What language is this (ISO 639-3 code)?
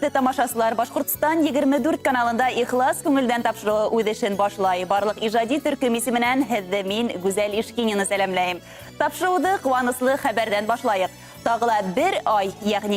bak